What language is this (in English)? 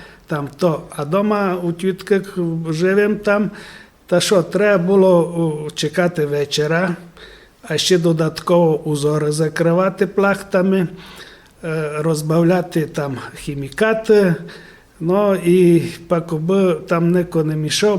Rusyn